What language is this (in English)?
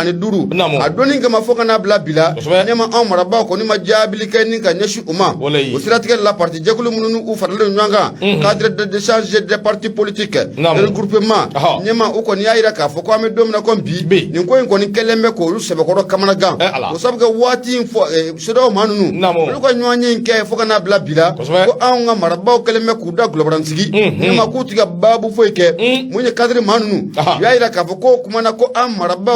Bambara